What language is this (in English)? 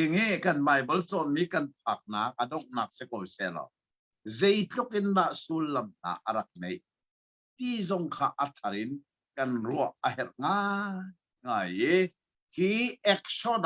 Hakha Chin